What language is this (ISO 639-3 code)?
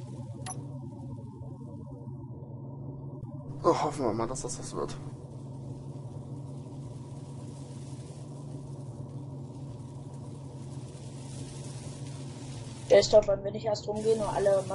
deu